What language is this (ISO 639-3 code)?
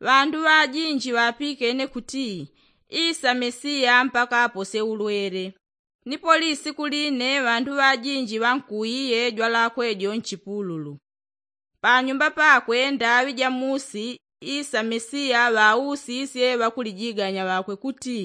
yao